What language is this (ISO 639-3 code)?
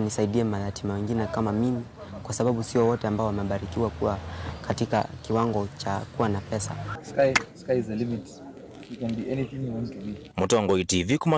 kam